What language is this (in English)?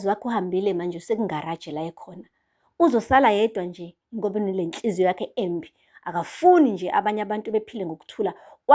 Zulu